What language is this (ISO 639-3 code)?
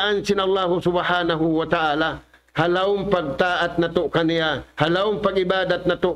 tsg